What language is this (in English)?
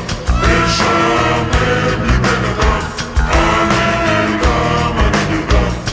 Hebrew